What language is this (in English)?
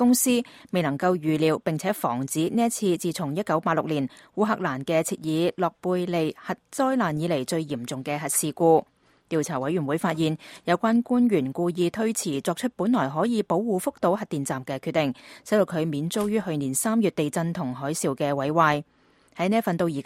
Cantonese